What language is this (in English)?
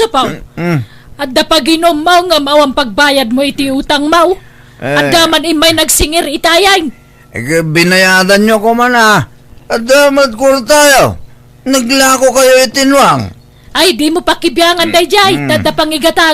Iloko